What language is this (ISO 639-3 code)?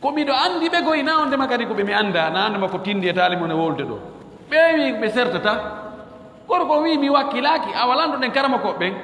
ful